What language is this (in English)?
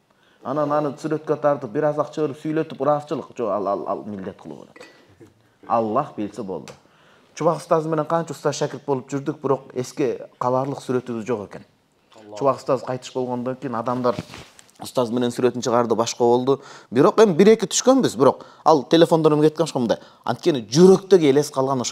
Kyrgyz